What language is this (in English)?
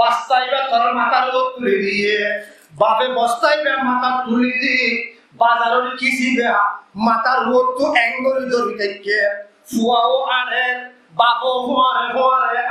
Rohingya